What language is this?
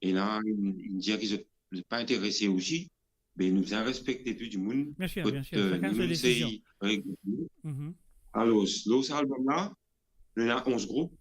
Morisyen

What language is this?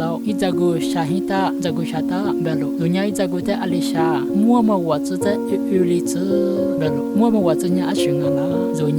Lisu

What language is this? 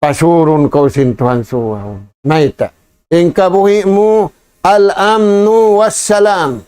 Tausug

